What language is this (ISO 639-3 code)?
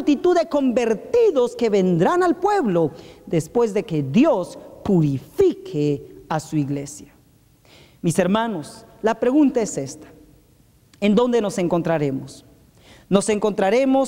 spa